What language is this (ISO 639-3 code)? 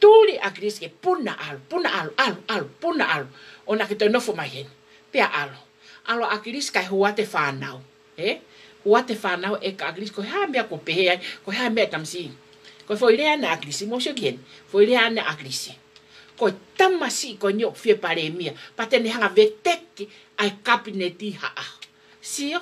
ton